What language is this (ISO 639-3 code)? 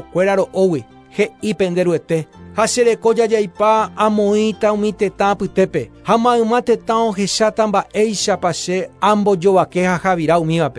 grn